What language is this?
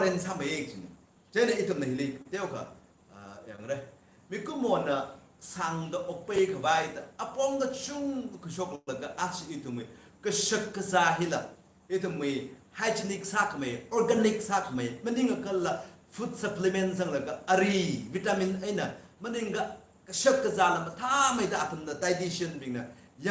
Tangkhul Naga (India)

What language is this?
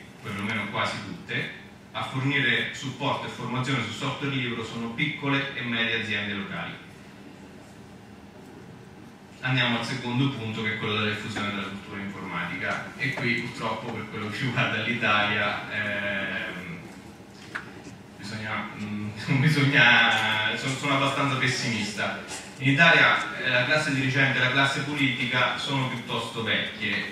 Italian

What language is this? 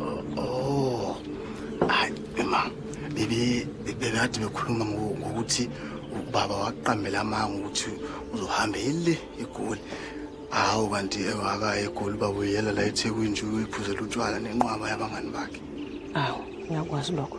Zulu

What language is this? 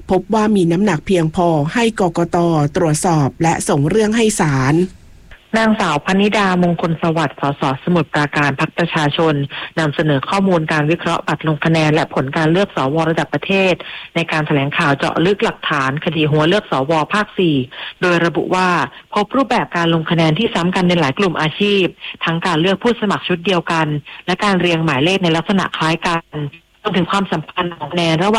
Thai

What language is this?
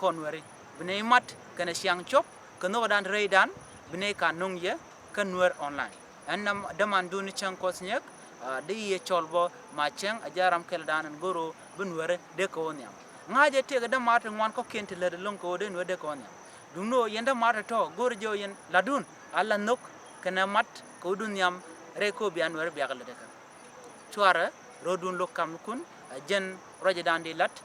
Nuer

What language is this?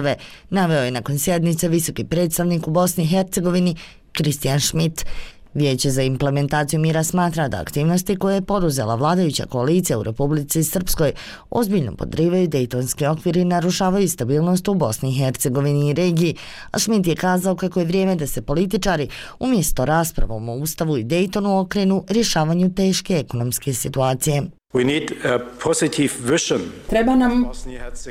Bosnian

